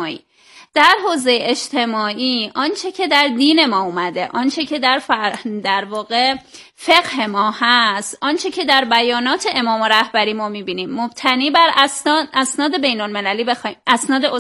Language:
Persian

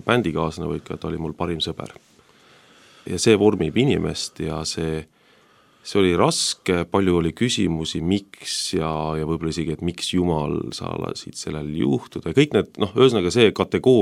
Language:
Estonian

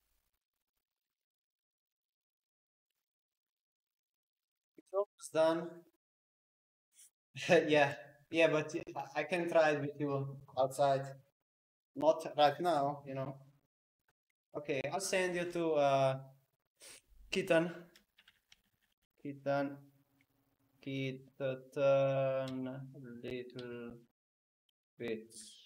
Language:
English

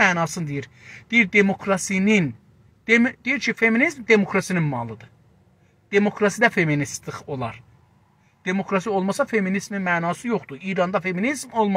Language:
South Azerbaijani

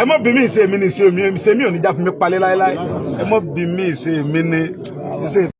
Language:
Yoruba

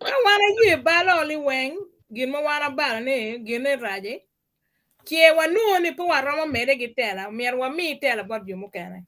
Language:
Acoli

